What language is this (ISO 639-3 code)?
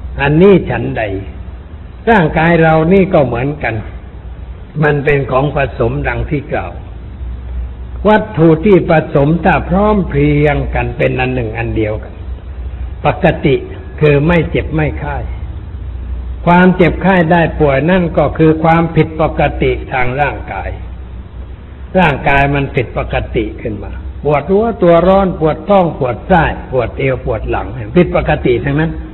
tha